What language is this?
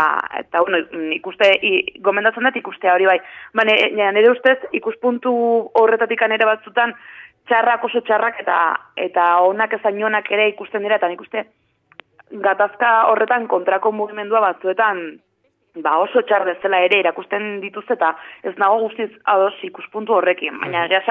Basque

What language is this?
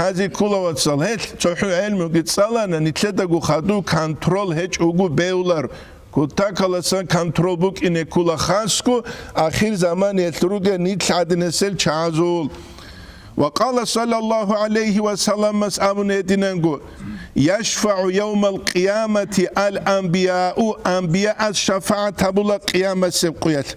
Avaric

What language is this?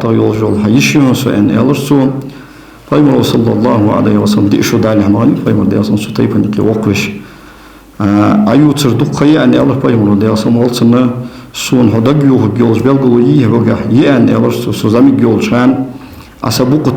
Ingush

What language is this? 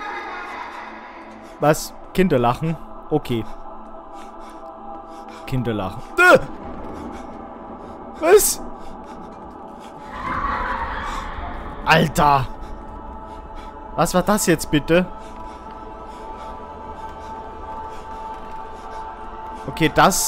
German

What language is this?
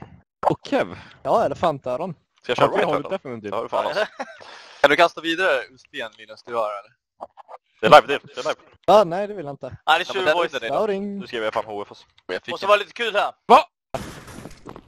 Swedish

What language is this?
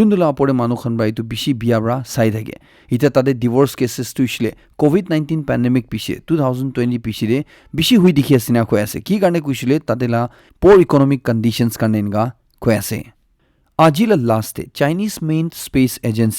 Naga Pidgin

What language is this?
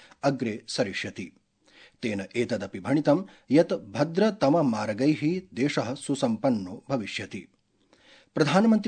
Sanskrit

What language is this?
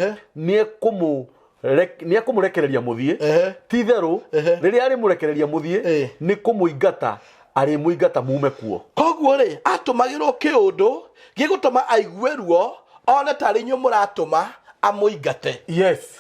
Kikuyu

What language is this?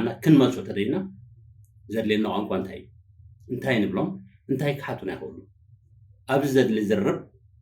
Tigrinya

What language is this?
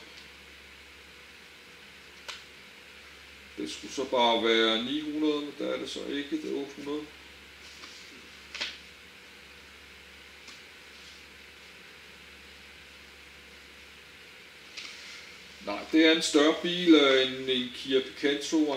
Danish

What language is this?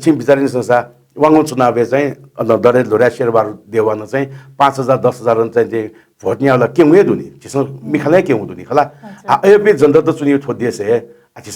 Newari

